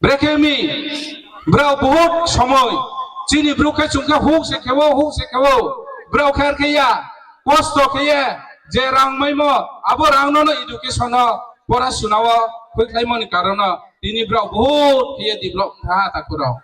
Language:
Riang (India)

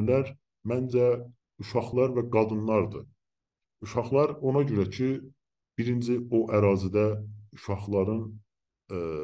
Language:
South Azerbaijani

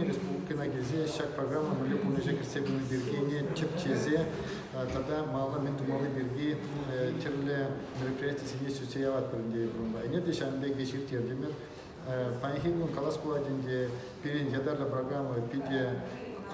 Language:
Chuvash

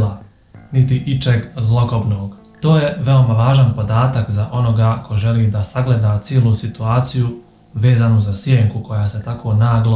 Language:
Bosnian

